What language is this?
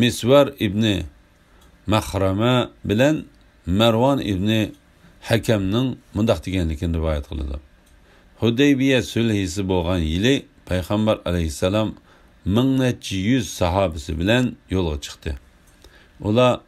Uyghur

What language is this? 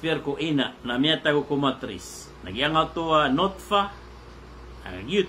Maranao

